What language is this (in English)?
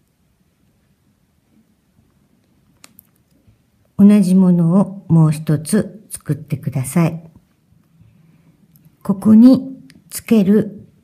Japanese